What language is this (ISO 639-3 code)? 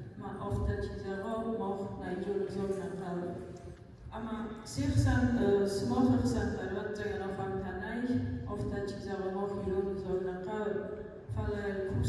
oss